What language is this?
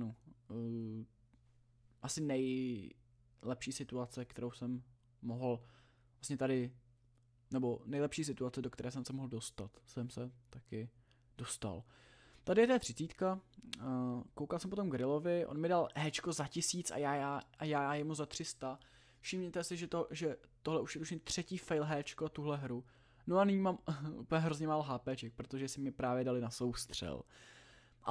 Czech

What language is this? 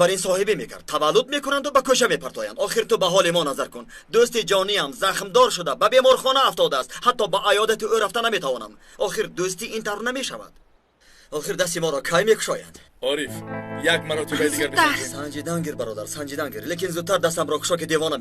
Tajik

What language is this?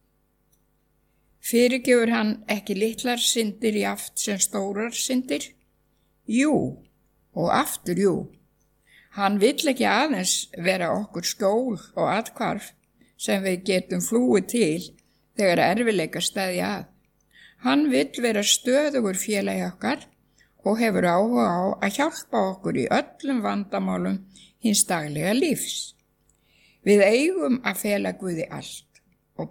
Icelandic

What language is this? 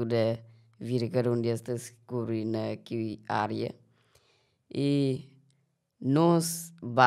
Kabuverdianu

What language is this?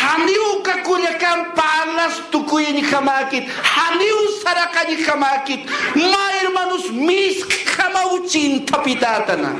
Aymara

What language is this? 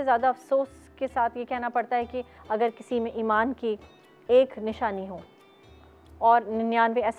Urdu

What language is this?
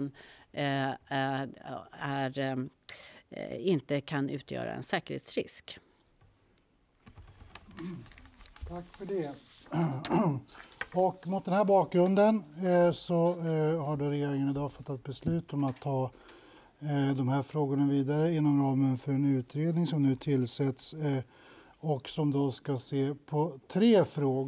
Swedish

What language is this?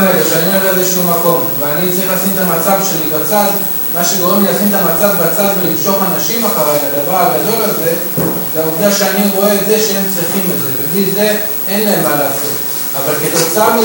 Hebrew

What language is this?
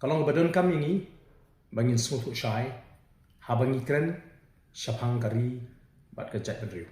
Khasi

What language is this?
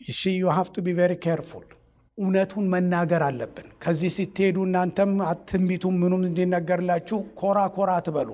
Amharic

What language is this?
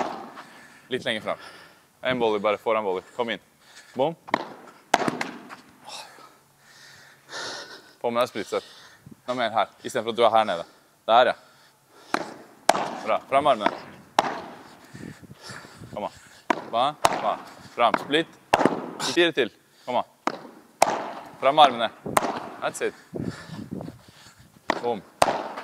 Norwegian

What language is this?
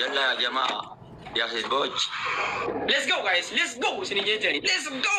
Oromo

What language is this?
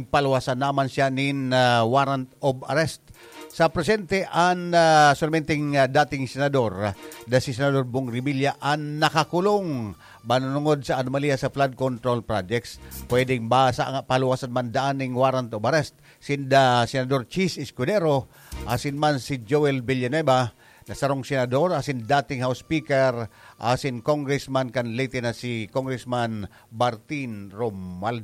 Bikol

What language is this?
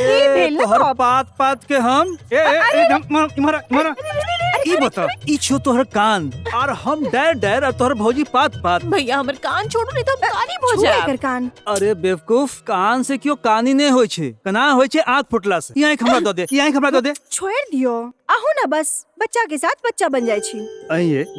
Maithili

